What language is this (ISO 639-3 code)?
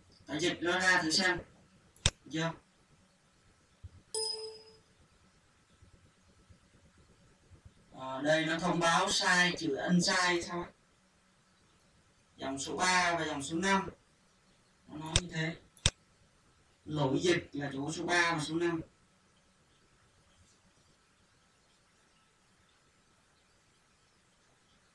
vie